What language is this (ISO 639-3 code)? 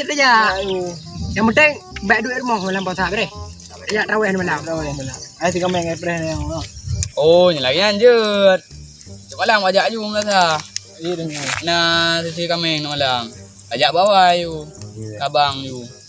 ace